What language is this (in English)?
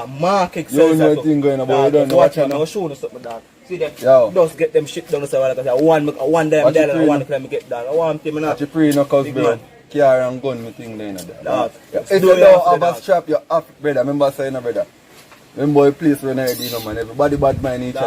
Jamaican Creole English